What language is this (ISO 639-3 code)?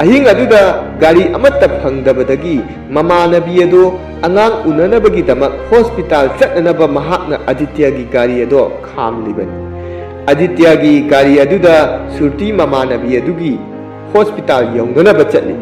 mni